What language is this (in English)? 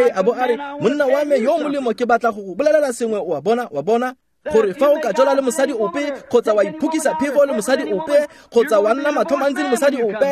Tswana